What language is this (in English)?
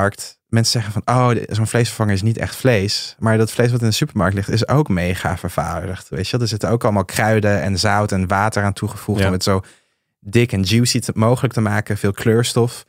Dutch